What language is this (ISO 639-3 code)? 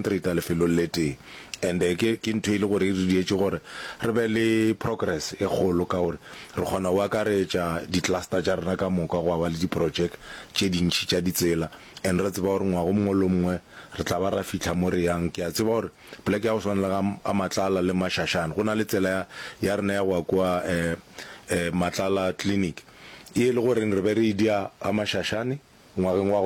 nso